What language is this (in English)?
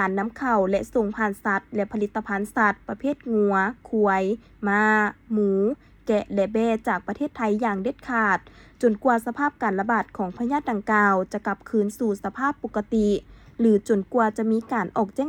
Lao